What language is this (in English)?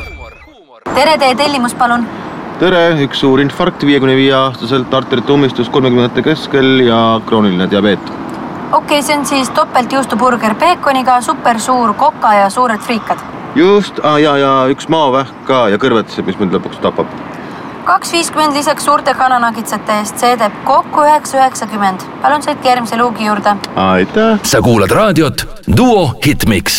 Estonian